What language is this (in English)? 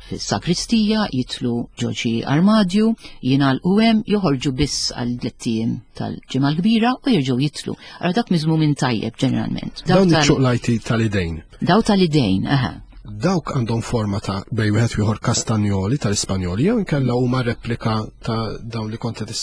Maltese